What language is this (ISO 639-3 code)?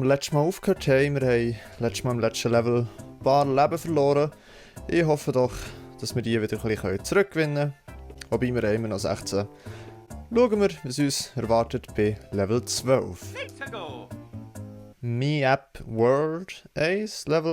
gsw